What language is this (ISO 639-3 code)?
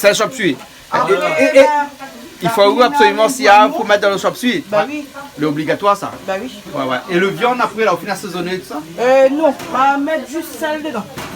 rcf